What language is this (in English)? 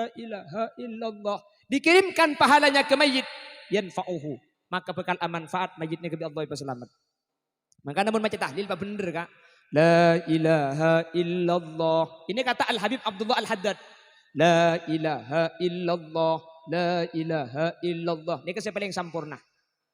Madurese